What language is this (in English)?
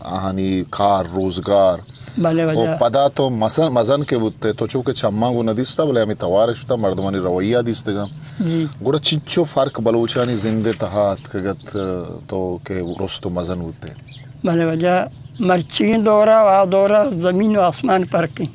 Eastern Balochi